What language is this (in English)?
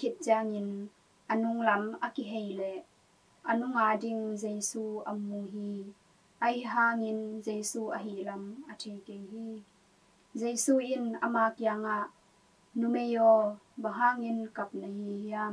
Tedim Chin